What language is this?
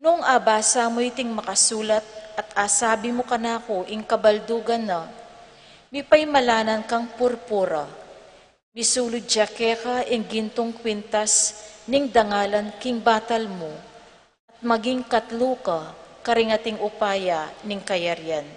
Pampanga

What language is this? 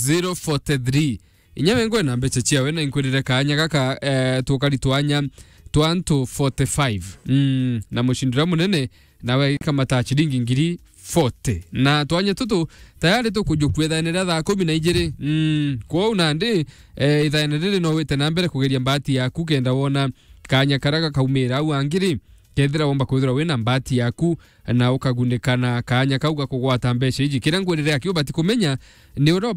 Meru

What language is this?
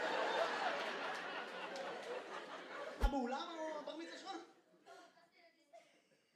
Hebrew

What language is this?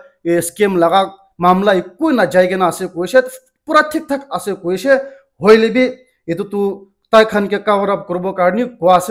Naga Pidgin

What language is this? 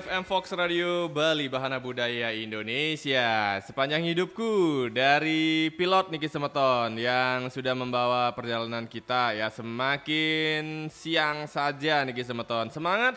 Balinese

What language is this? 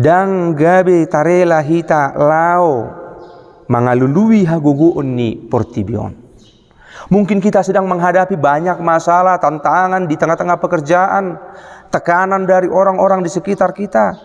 Batak Toba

